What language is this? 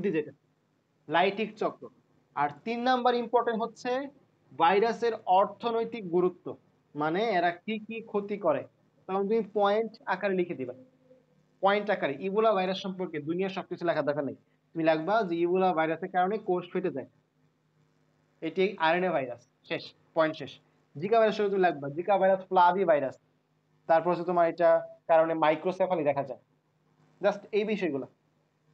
Bangla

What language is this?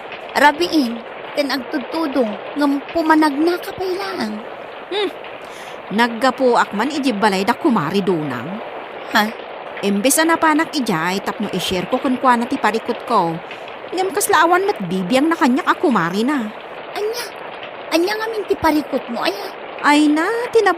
Iloko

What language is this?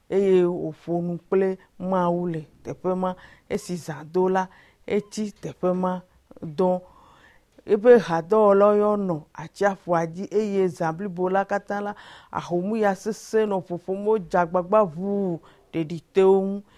Ewe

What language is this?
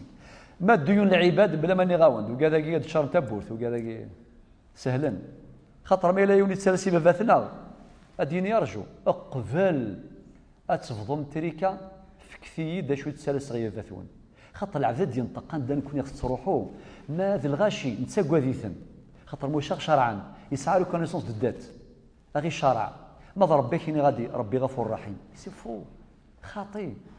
Kabyle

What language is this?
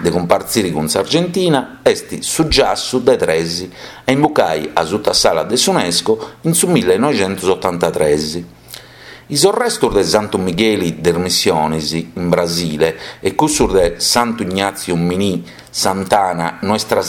Sardinian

